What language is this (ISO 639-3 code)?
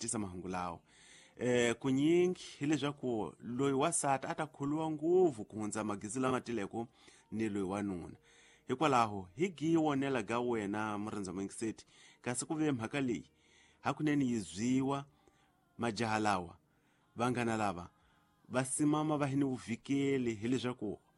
tso